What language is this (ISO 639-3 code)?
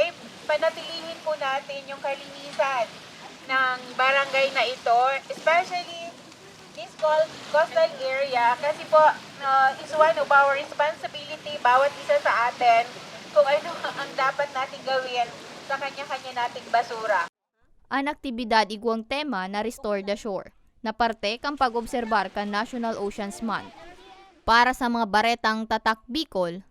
bik